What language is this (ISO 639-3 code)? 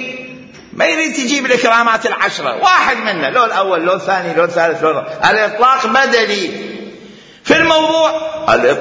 acm